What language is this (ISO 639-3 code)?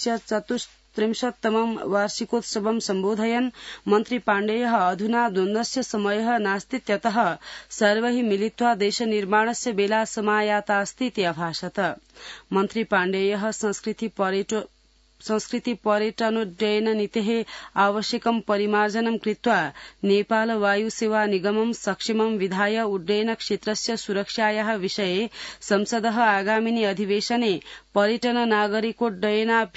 san